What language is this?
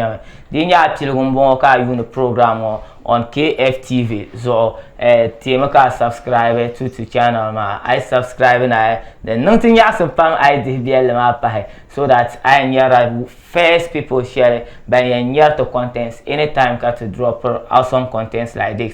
Dagbani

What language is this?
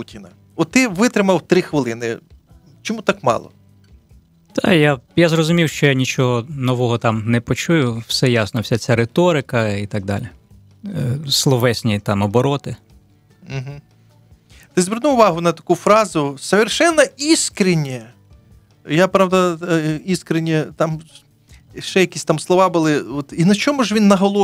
Ukrainian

